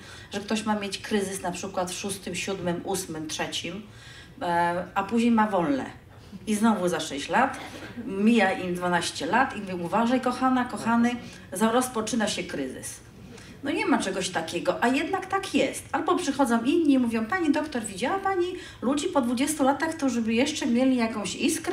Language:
Polish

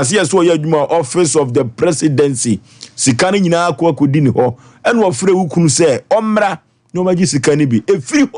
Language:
Akan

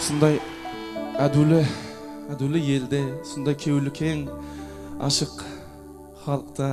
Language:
Kara-Kalpak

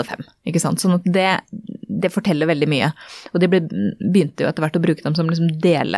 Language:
Norwegian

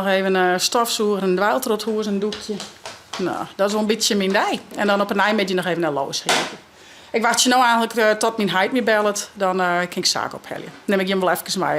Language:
Western Frisian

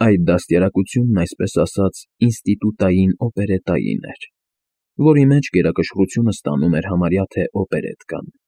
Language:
Armenian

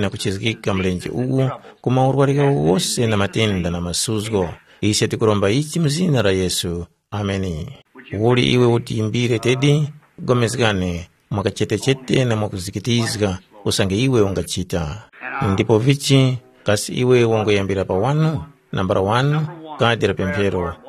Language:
Tumbuka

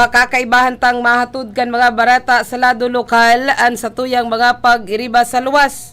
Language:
Bikol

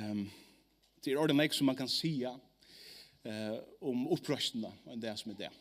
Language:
Faroese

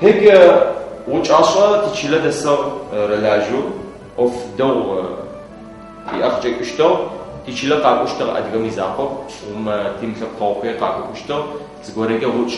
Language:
Adyghe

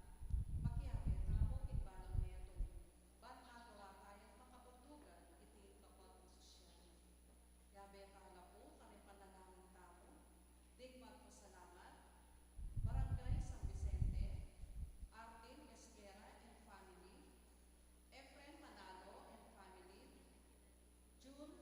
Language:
Pampanga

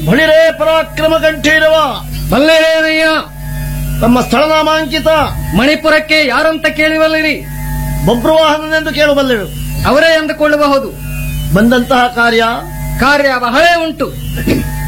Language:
Kannada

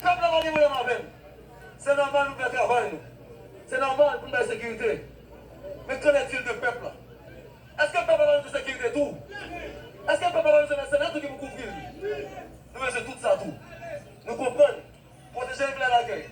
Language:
Haitian Creole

